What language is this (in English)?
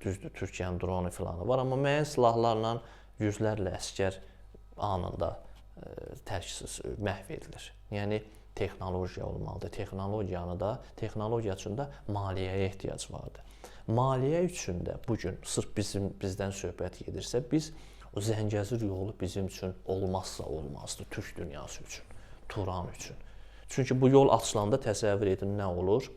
Azerbaijani